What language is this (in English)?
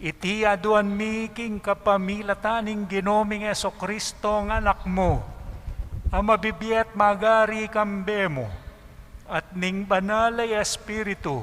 Pampanga